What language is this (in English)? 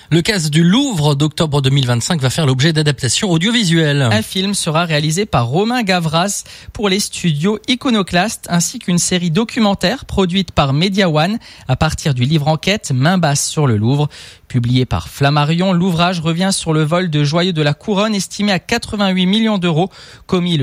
French